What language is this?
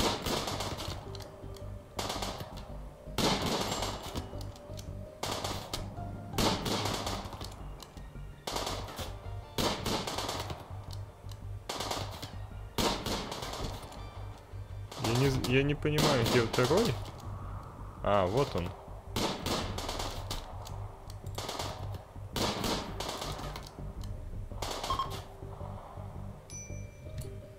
Russian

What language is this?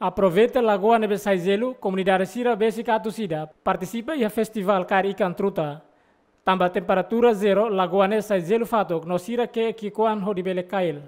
Tetum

